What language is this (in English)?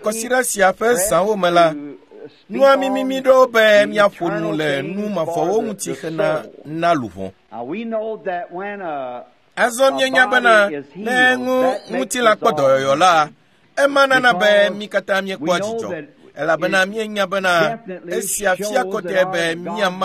Ewe